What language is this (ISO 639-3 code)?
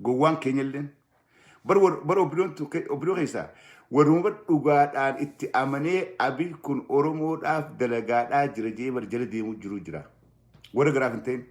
orm